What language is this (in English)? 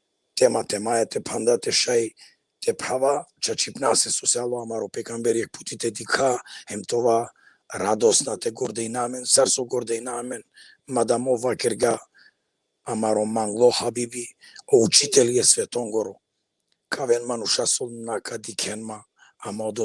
Balkan Romani